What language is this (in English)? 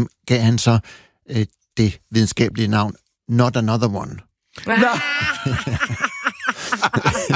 Danish